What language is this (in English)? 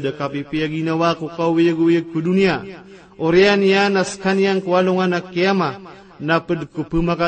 Maranao